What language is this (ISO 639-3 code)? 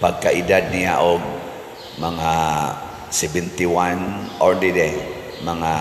ceb